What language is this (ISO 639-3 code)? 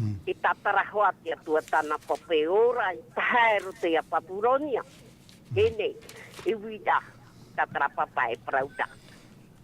tah